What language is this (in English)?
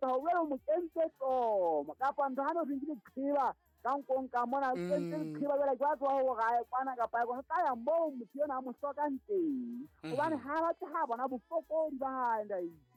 Southern Sotho